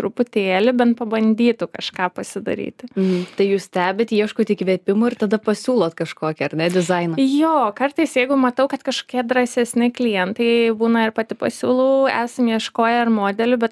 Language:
Lithuanian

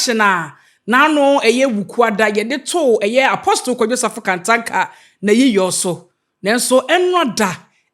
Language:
Akan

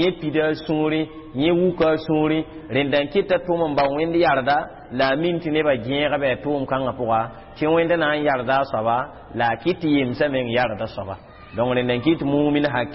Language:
Mossi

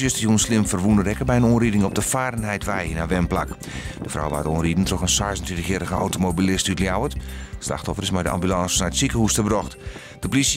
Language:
Western Frisian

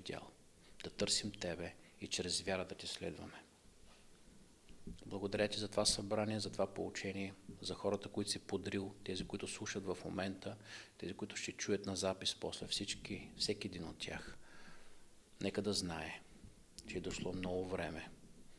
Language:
Bulgarian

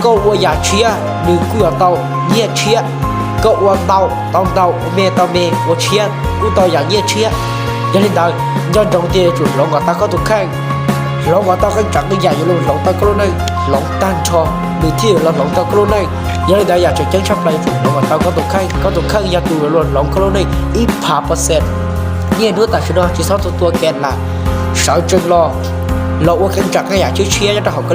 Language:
Hmong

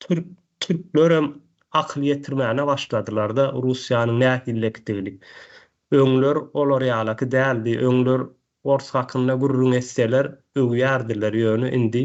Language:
Turkmen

